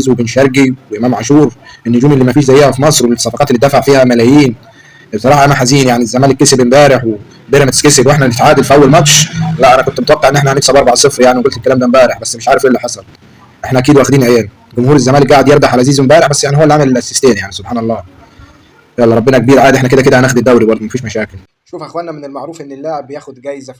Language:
Egyptian Arabic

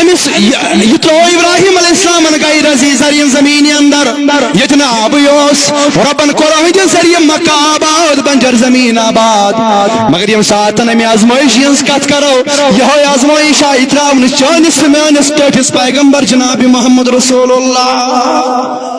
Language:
Kashmiri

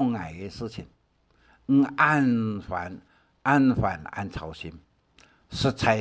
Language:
Hakka Chinese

